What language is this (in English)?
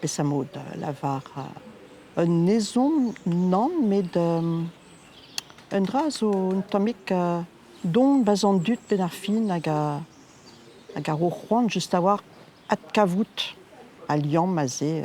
Breton